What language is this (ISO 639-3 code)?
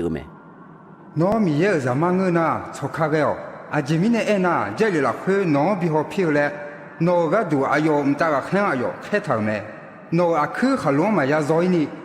ahk